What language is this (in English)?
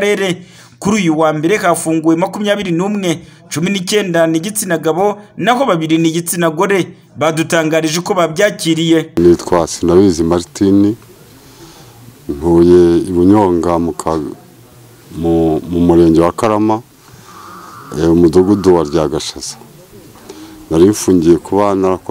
Kinyarwanda